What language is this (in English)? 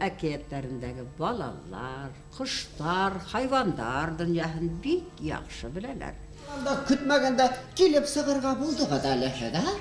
Bashkir